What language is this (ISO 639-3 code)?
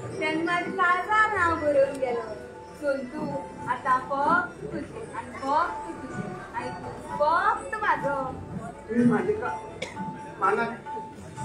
kok